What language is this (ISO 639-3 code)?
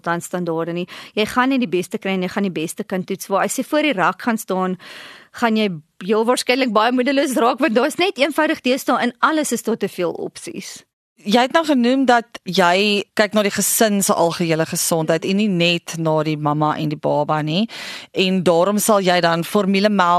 afr